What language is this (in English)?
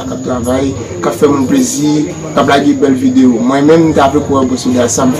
Haitian Creole